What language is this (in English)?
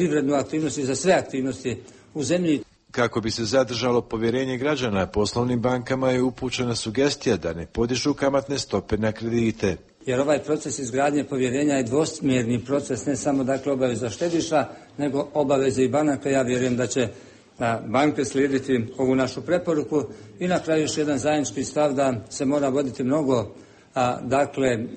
Bosnian